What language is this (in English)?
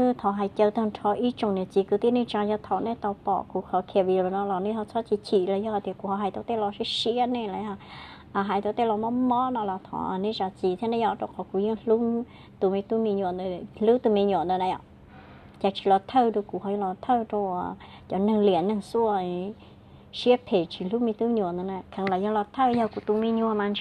Hmong